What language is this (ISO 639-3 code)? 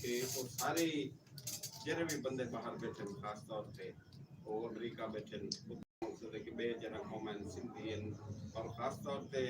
skr